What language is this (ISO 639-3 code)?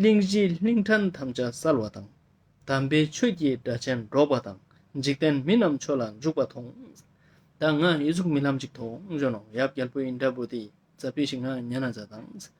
lbj